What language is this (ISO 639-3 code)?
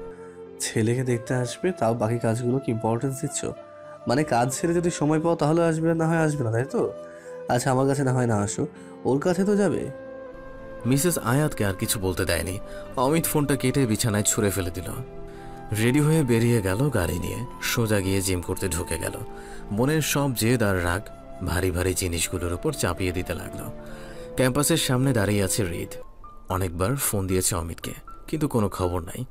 ben